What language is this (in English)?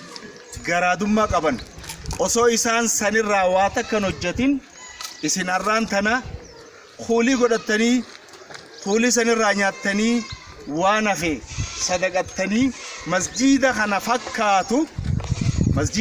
Oromo